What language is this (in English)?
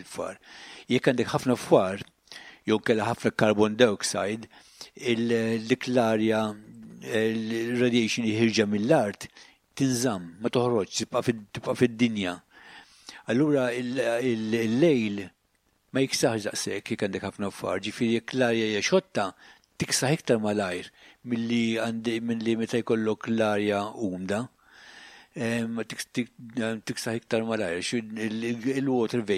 Maltese